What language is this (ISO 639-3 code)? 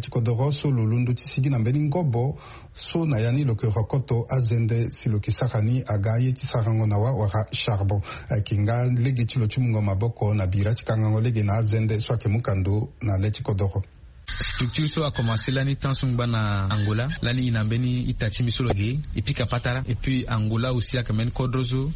sag